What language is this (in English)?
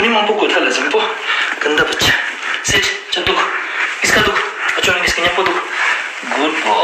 Ladakhi